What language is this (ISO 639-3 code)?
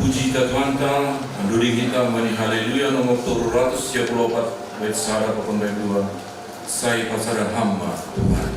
bts